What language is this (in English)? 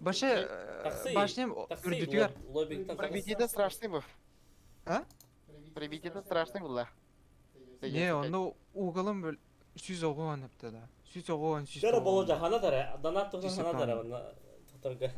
Yakut